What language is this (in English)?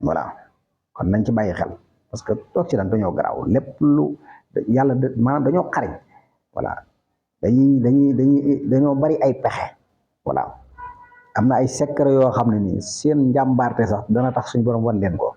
Wolof